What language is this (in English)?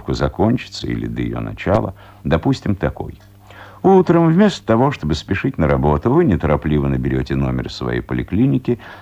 Russian